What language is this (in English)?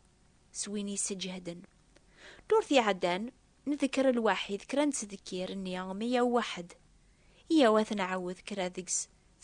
Kabyle